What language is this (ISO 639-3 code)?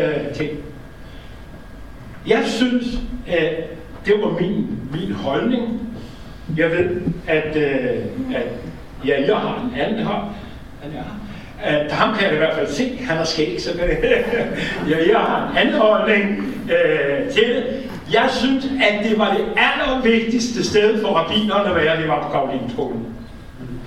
dan